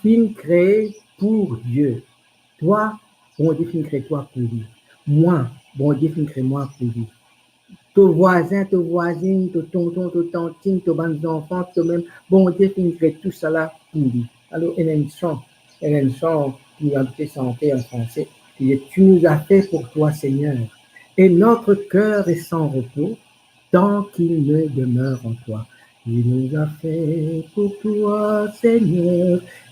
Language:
Morisyen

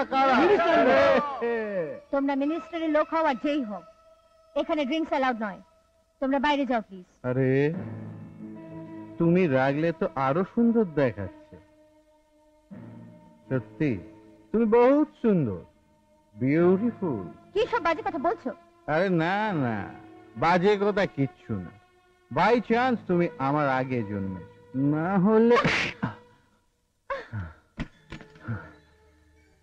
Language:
Bangla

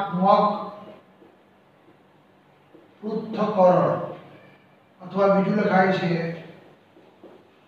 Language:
Gujarati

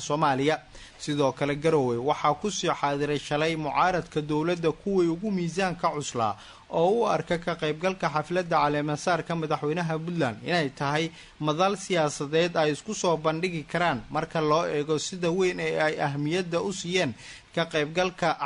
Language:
Somali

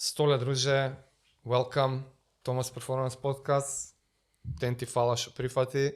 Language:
Macedonian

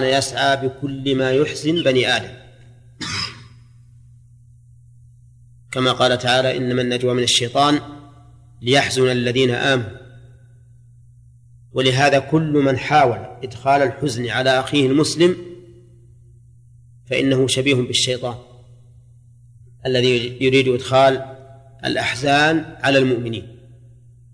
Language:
Arabic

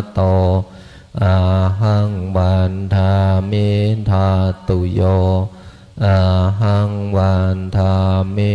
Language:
Pali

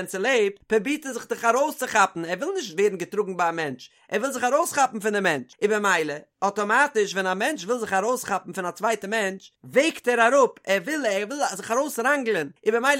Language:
Yiddish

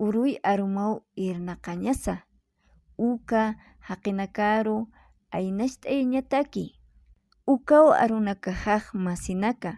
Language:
Aymara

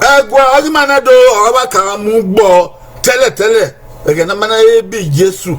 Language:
Bini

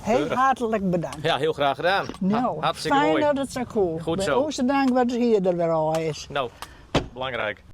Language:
Western Frisian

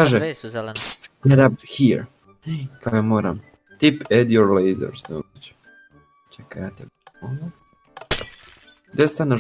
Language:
Croatian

